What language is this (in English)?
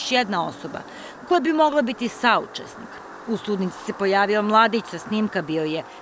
Serbian